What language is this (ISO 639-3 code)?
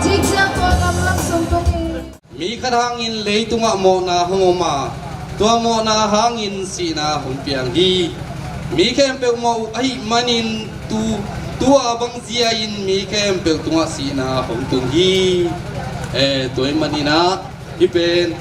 ctd